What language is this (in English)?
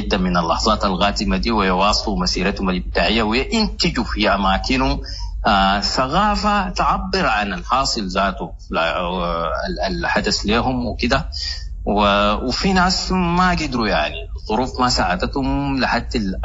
Sudanese Arabic